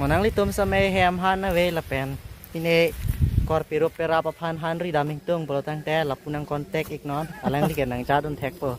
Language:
Karbi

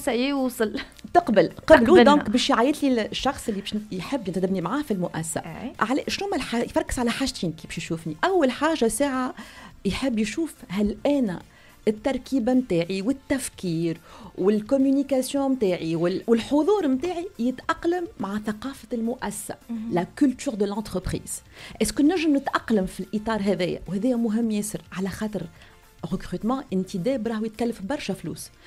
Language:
Tunisian Arabic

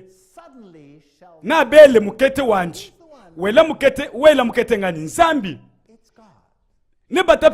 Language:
Luba-Lulua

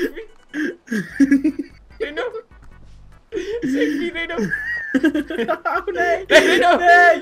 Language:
Dutch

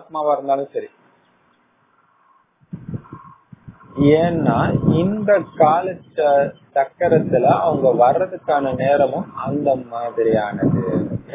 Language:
Tamil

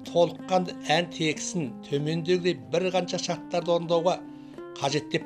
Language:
Kazakh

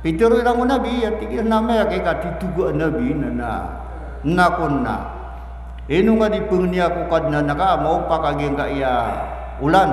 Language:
Maranao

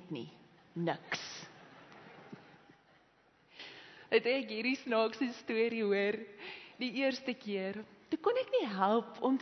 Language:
Afrikaans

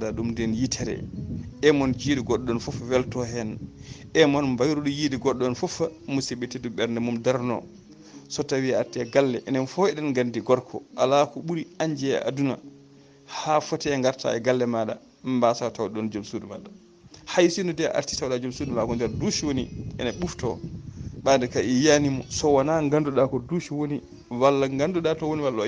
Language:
Fula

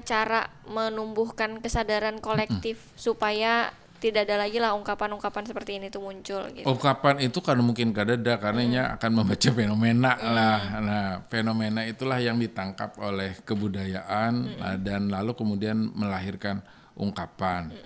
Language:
Banjar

